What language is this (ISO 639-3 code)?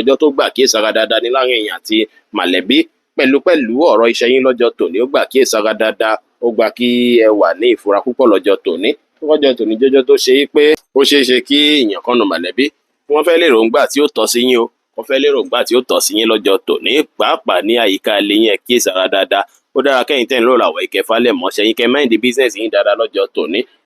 yor